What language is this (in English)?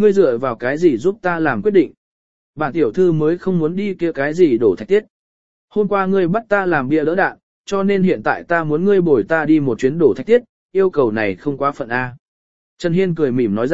Vietnamese